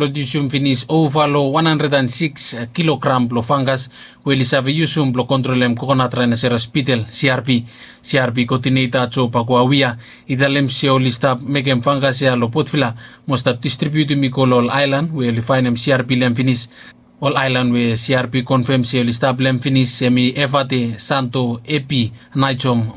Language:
Bislama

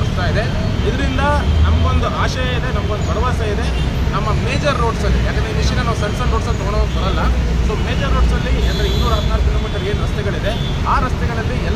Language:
Kannada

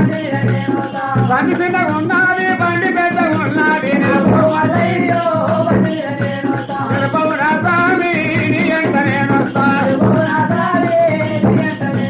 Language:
Telugu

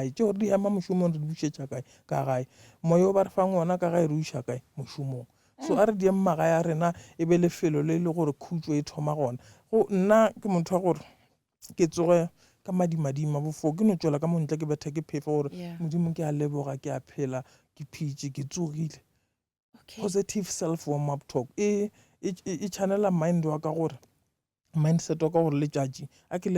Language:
Northern Sotho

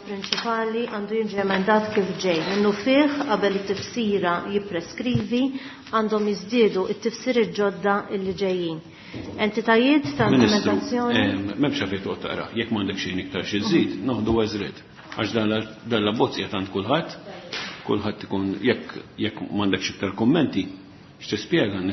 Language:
Maltese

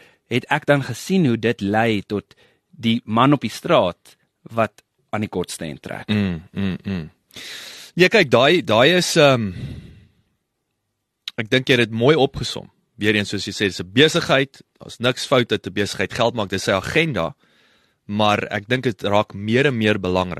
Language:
Afrikaans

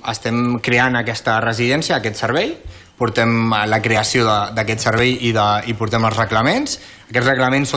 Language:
Catalan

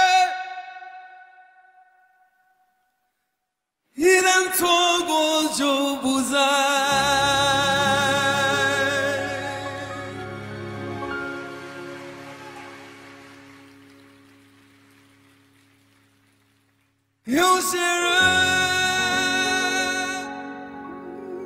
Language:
Chinese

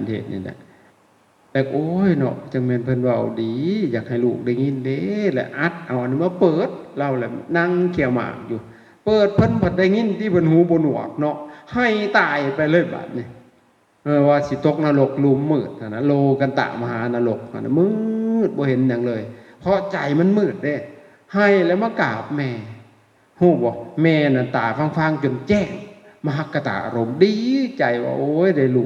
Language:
Lao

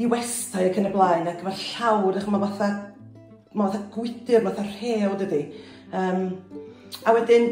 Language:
Welsh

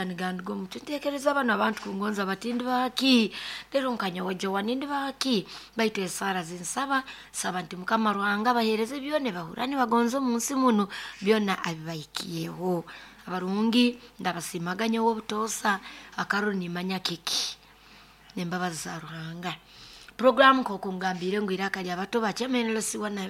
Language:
Nyoro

